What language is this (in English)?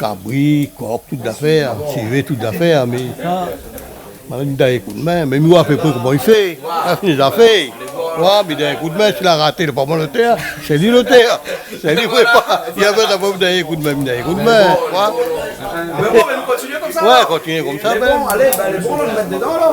Réunion Creole French